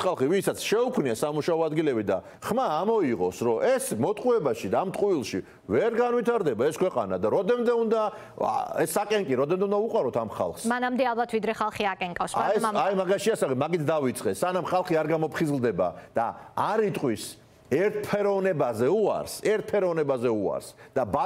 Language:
Georgian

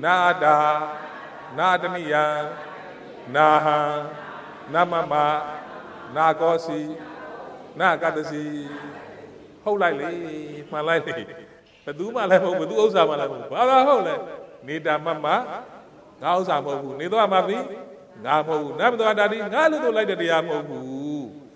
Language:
Burmese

